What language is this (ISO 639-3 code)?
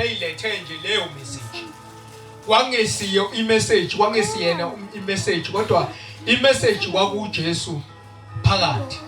zul